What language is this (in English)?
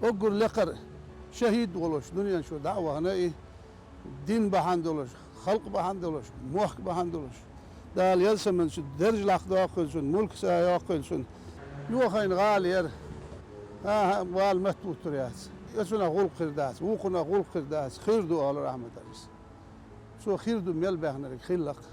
Chechen